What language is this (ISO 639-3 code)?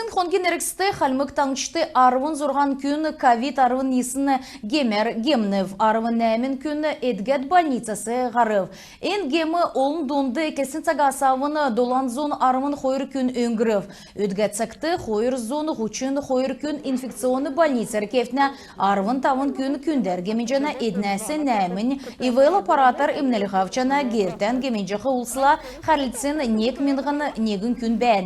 xal